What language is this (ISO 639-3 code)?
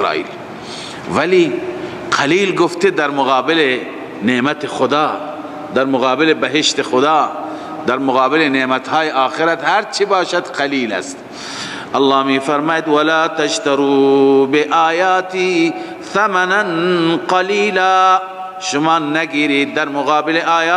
fas